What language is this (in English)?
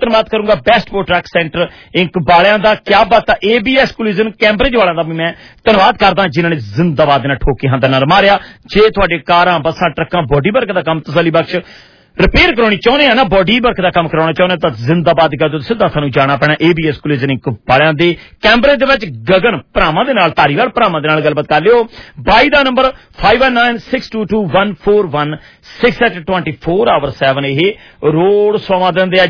Punjabi